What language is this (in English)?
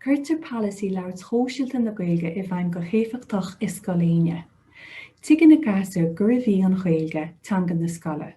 Irish